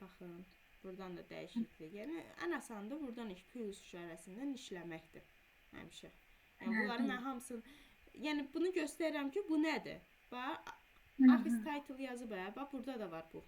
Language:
Azerbaijani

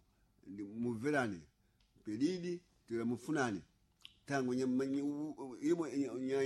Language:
Sena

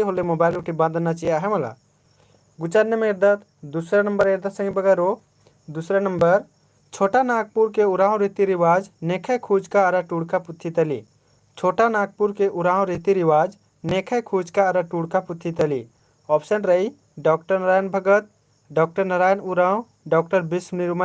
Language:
Kurukh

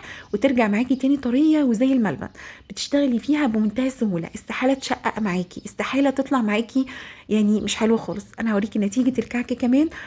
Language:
Egyptian Arabic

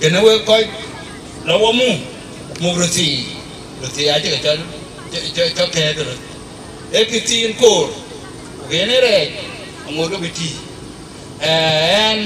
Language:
Dinka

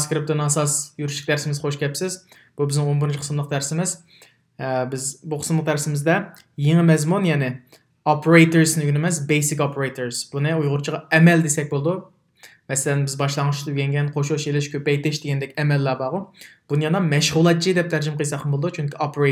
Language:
Uyghur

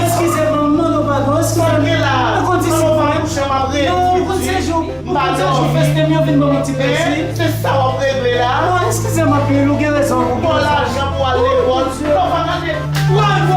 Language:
Haitian Creole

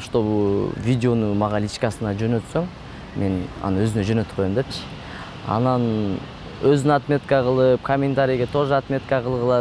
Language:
Kyrgyz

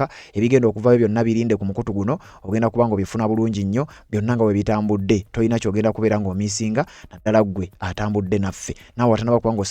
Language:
Ganda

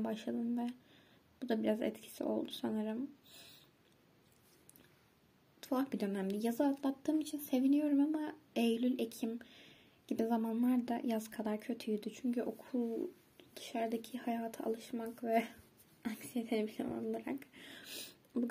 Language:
Turkish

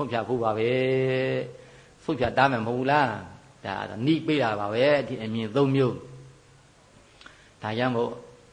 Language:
Burmese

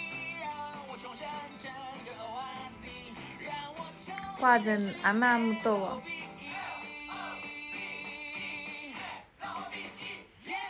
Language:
Chinese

